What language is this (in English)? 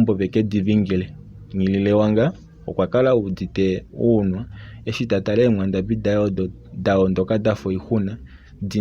Kuanyama